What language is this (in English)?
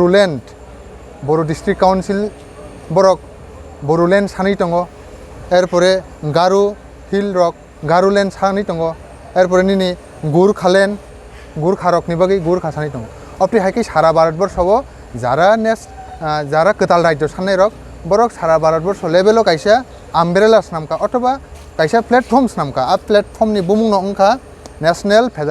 Kok Borok